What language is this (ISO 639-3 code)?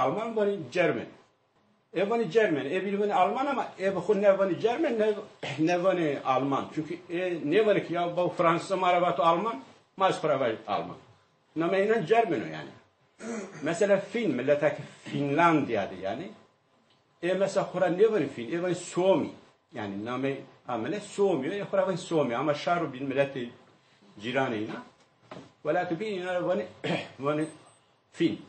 zza